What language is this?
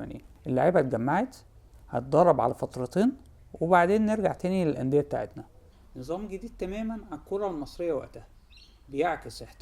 Egyptian Arabic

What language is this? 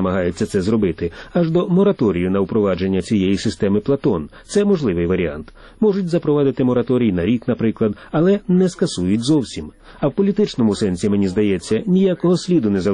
Ukrainian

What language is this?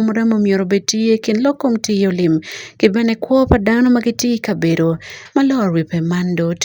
Acoli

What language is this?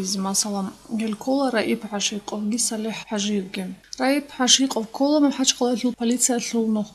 Avaric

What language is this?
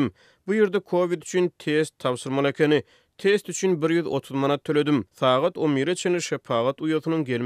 Turkmen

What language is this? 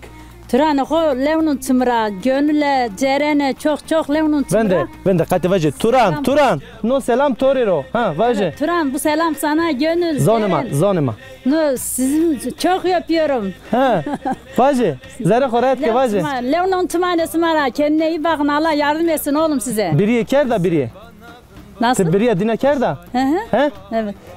Zaza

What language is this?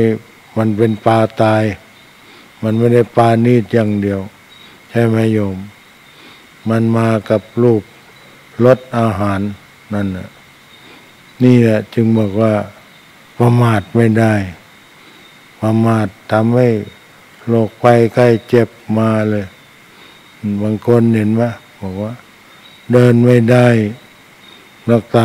Thai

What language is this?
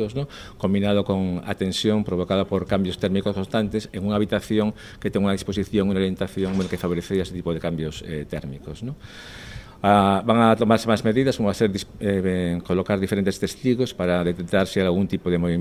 Galician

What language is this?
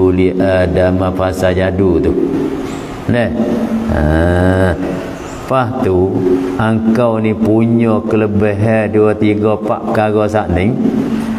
Malay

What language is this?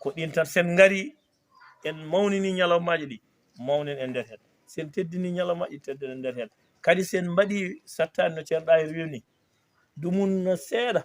Fula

